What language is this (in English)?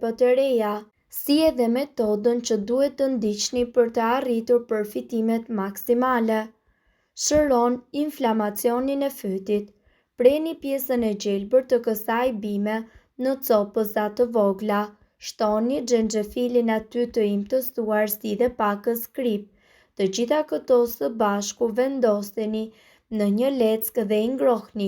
Albanian